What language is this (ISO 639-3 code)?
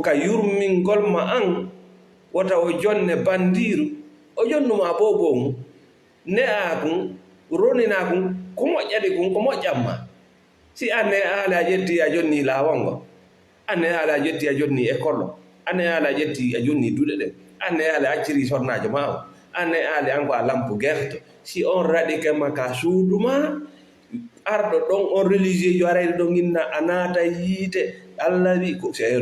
ful